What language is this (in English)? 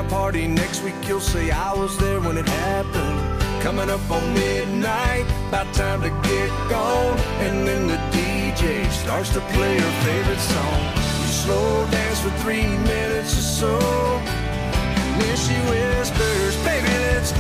English